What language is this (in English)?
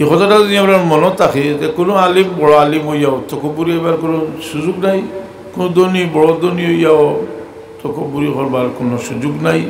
Sylheti